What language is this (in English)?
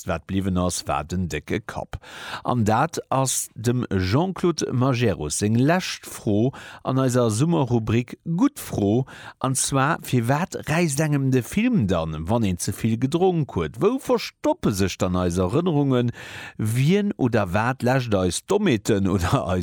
Luxembourgish